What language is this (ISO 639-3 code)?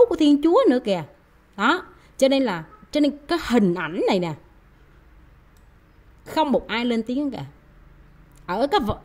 vie